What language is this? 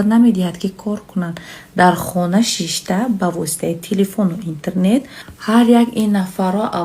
Tajik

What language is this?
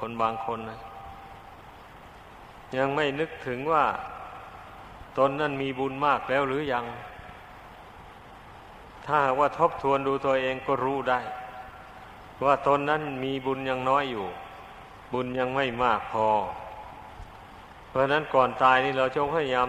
Thai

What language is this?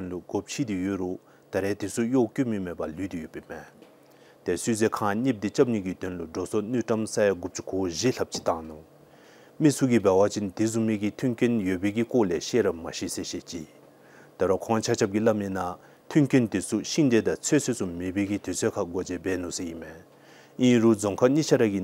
Dzongkha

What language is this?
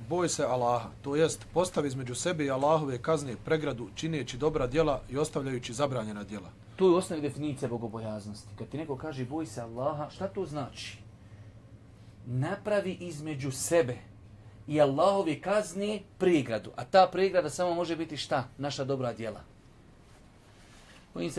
Bosnian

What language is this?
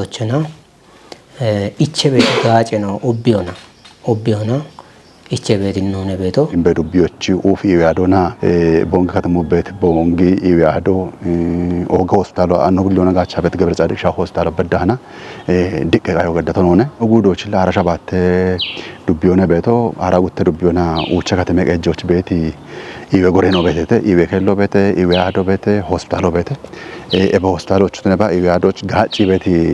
Kafa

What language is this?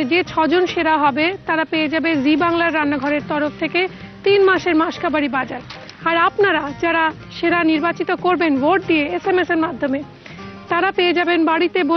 Bangla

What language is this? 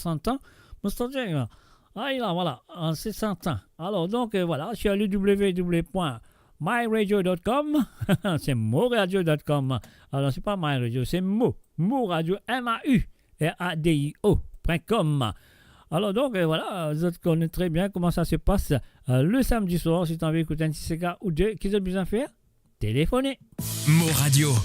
Morisyen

